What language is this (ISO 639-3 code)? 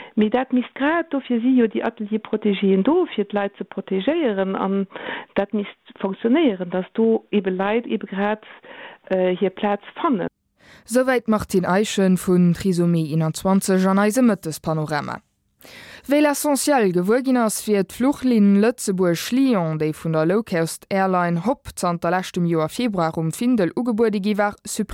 ltz